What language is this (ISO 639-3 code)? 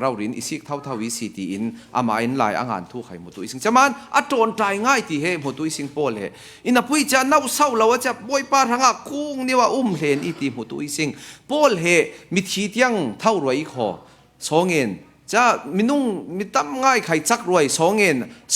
cfm